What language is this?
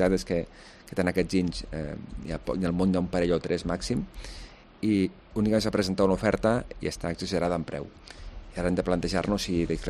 Catalan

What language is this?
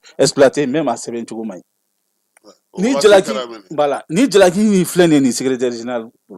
Bambara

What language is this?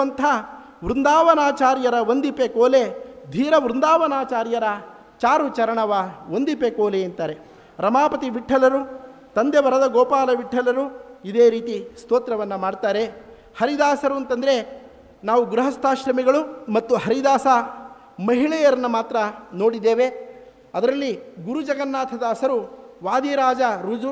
Kannada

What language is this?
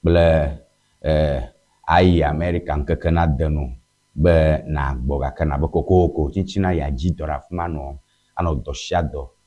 Ewe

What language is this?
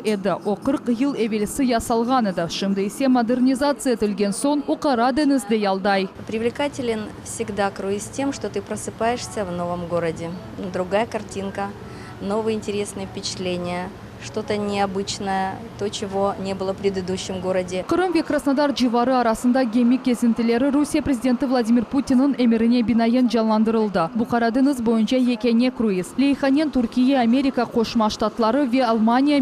Crimean Tatar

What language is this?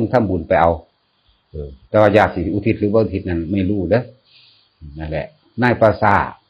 Northeastern Thai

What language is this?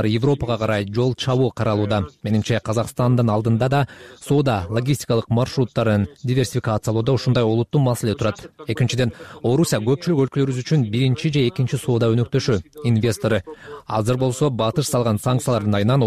Kyrgyz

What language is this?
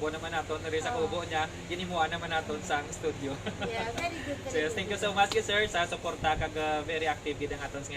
Hiligaynon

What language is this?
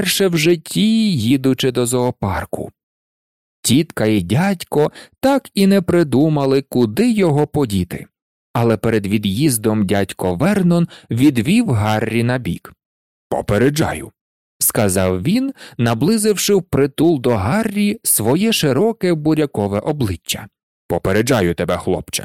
Ukrainian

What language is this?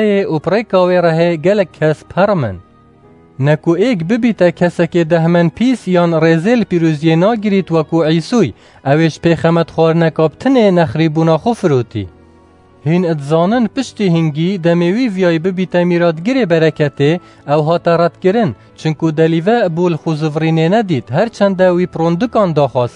Kurdish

